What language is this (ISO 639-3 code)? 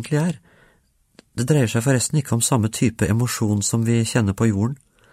nor